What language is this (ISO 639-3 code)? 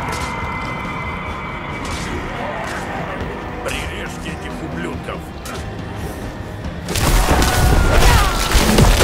rus